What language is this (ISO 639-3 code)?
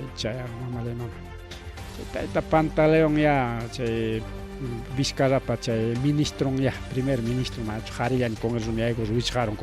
quy